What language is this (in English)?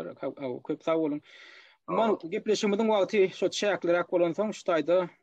Turkmen